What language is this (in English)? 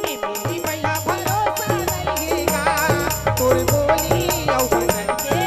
Chhattisgarhi